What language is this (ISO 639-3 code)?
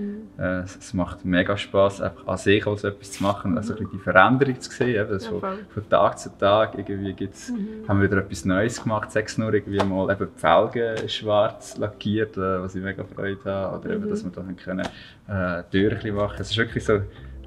gsw